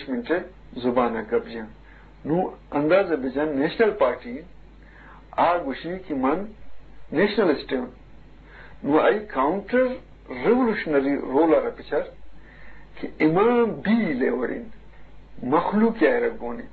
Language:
Eastern Balochi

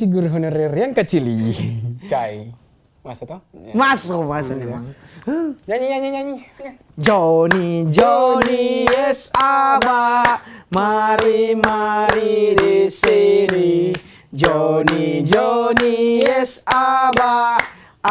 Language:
Manado Malay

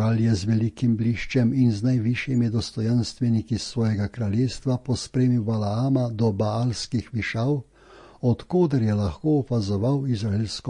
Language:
Slovenian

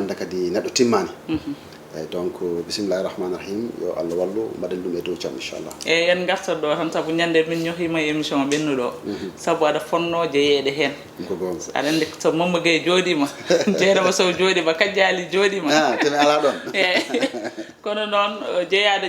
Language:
Fula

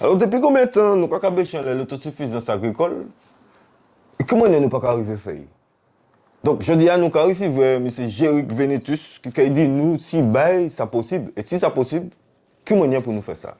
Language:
Guadeloupean Creole French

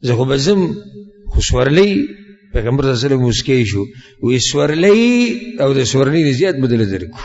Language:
Pashto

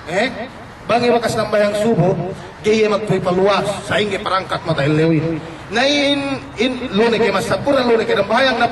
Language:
Yakan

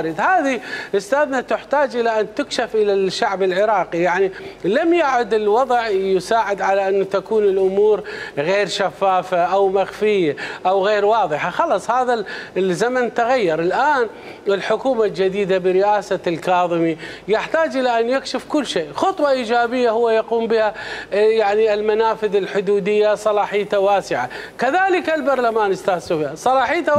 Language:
Mesopotamian Arabic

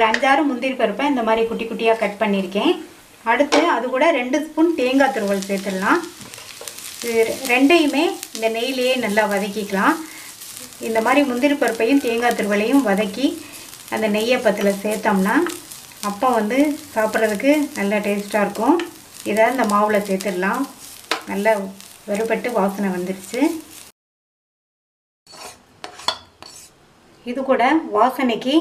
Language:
Tamil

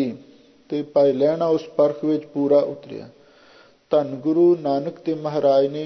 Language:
Punjabi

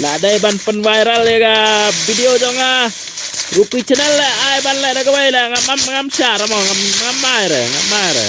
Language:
Khasi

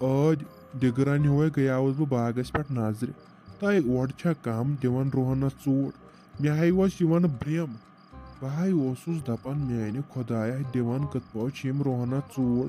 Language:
Kashmiri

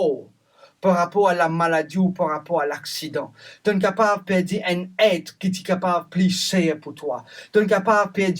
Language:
Morisyen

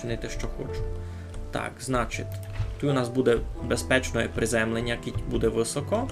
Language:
Rusyn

